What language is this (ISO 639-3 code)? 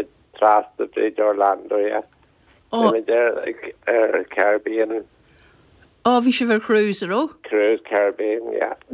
gle